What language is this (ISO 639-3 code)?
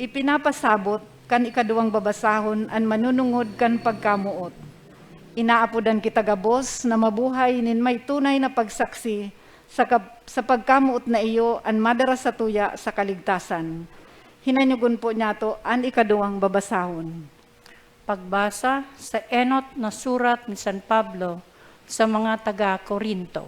bik